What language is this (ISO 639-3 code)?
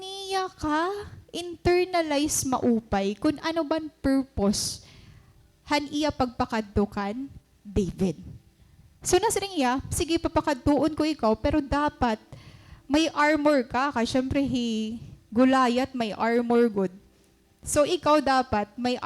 war